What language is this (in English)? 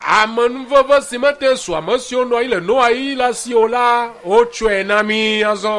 Ewe